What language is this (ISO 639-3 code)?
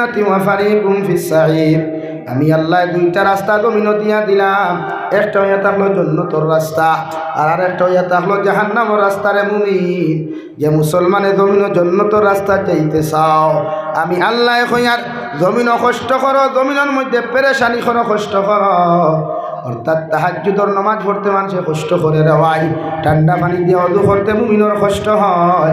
syl